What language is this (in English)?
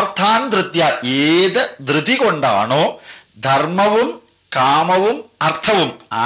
Malayalam